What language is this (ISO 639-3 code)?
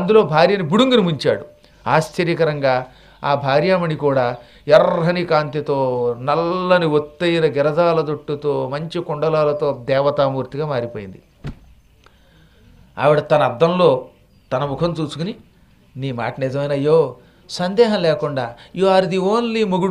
tel